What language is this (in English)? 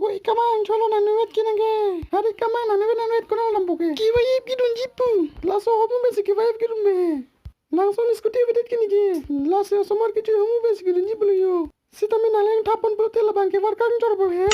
Karbi